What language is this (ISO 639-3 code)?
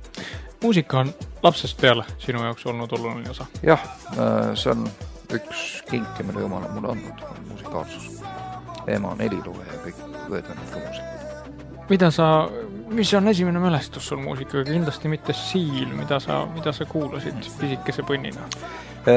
est